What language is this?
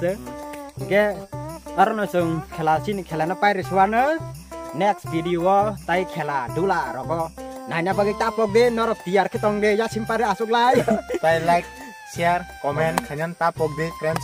Kok Borok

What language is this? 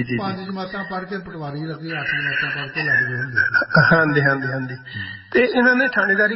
Punjabi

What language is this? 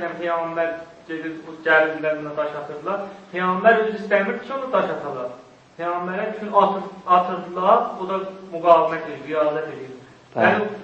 South Azerbaijani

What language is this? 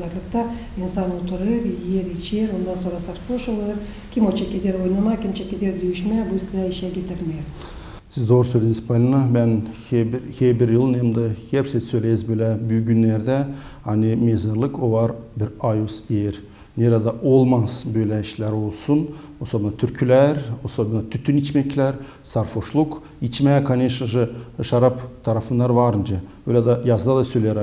Gagauz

